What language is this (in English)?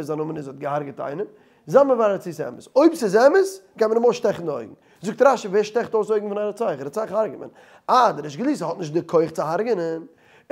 Yiddish